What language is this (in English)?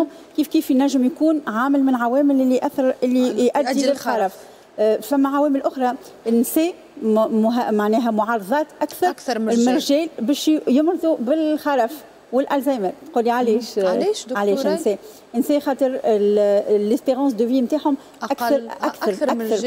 Tunisian Arabic